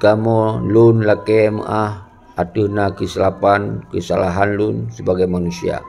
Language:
Achinese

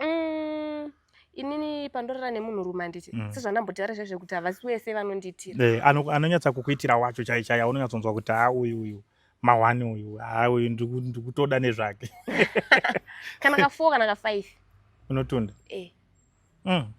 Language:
Shona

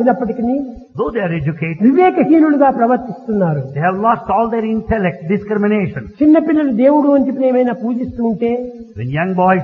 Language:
Telugu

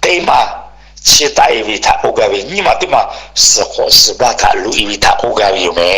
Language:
Lahu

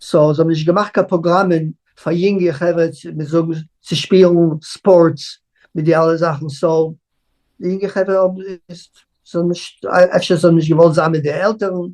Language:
Yiddish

